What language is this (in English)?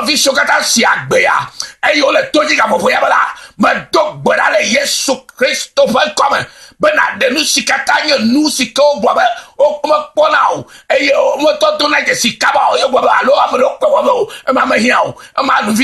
Ewe